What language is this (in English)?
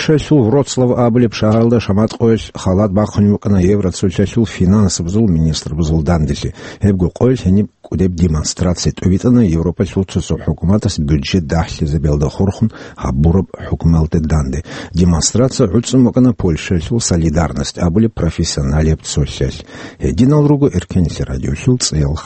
Avaric